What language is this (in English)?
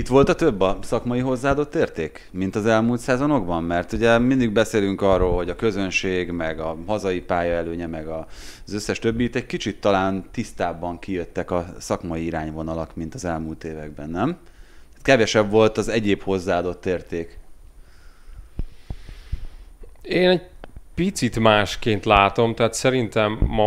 Hungarian